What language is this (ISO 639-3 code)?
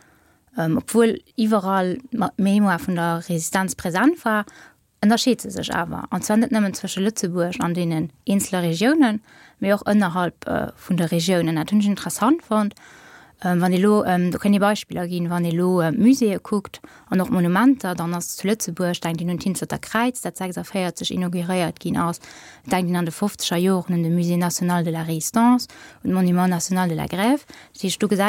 ltz